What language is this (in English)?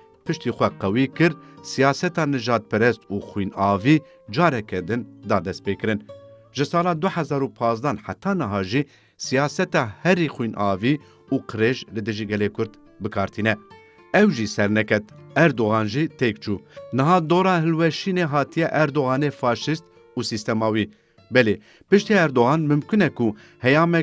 Kurdish